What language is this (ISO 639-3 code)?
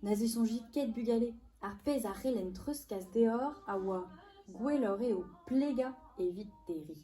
bre